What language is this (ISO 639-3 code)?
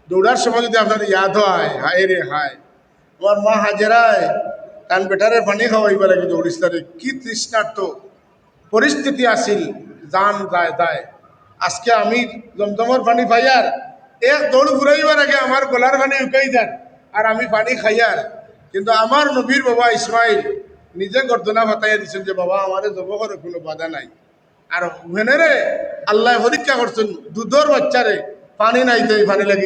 syl